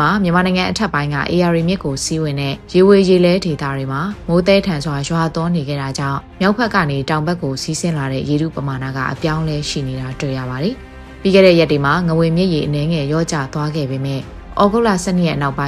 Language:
Burmese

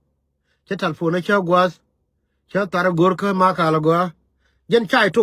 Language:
Nuer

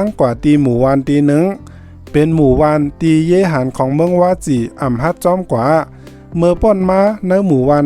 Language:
Shan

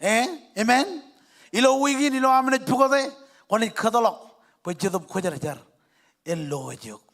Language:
Marshallese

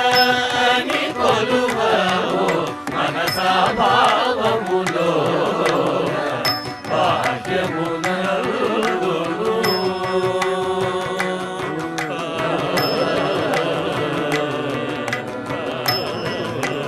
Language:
Telugu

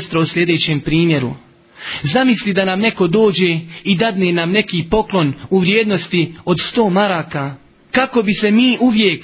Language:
Bosnian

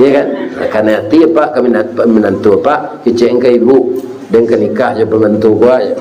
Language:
Minangkabau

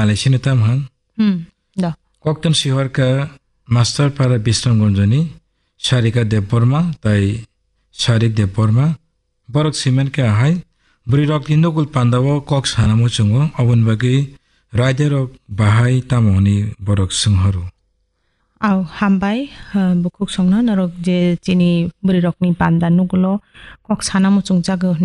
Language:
Kok Borok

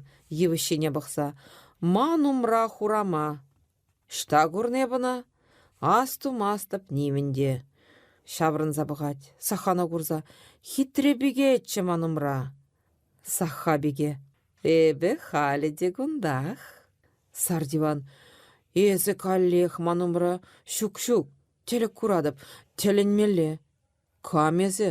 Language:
Chuvash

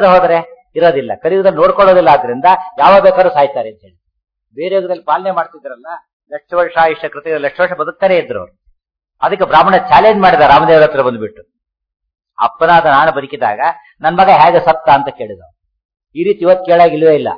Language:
Kannada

